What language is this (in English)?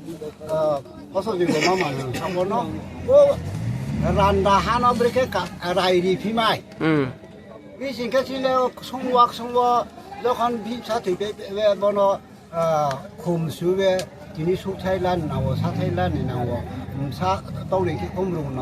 Riang (India)